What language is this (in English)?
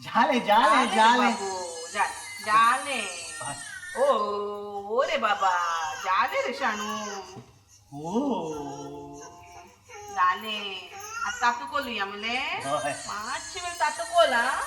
Konkani